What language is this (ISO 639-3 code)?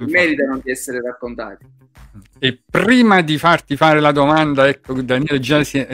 ita